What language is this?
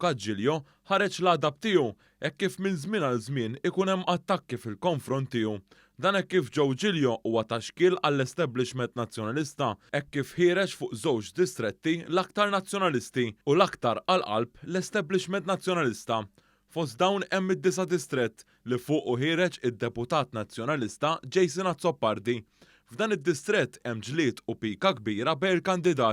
Maltese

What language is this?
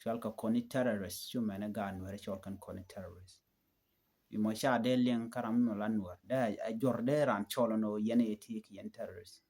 Nuer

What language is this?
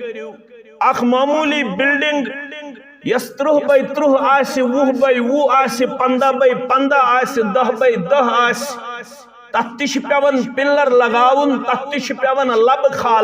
Kashmiri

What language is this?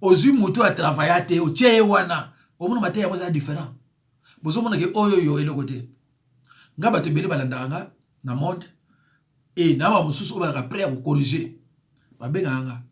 Lingala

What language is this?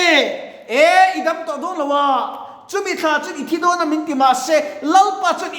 Mizo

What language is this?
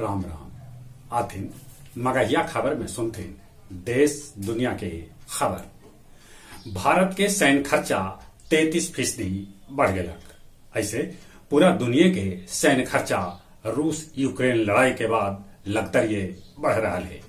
Magahi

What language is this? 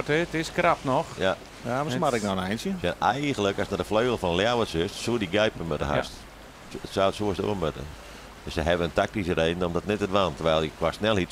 Western Frisian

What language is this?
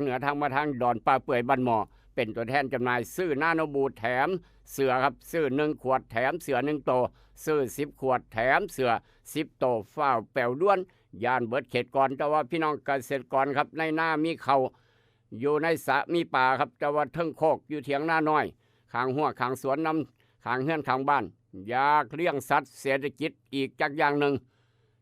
Northeastern Thai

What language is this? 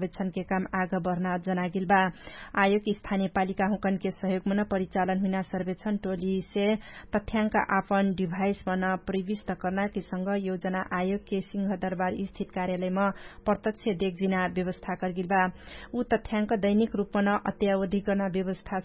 Dangaura Tharu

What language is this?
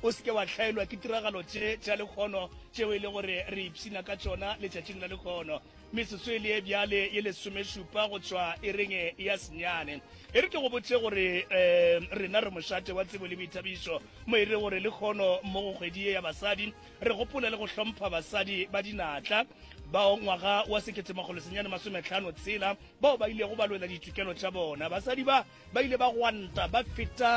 Northern Sotho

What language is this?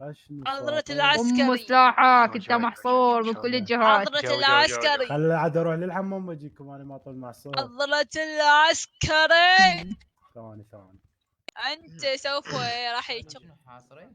Mesopotamian Arabic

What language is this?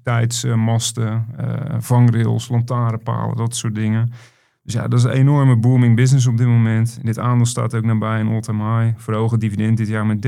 Dutch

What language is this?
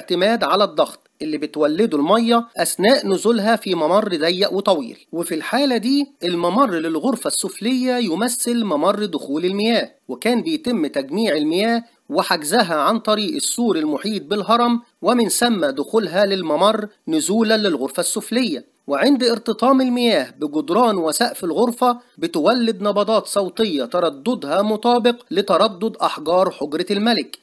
Egyptian Arabic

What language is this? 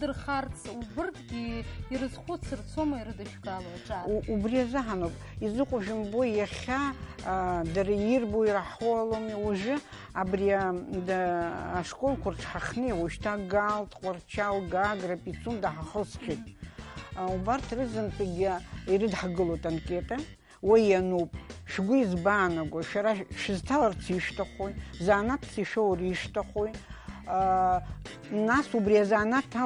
Abkhazian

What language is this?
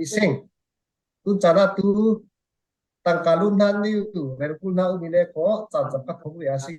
Falam Chin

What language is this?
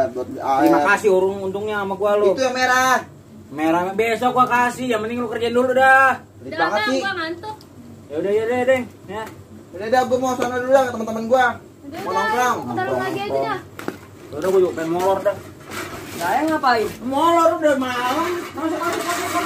Betawi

